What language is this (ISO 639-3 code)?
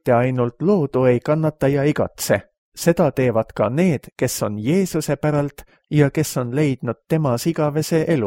est